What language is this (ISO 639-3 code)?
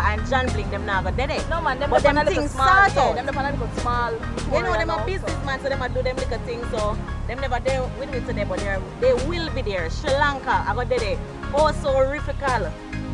jam